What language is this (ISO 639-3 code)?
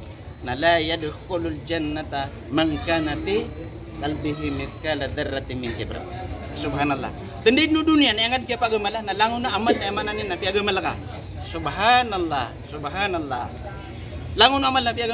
mrw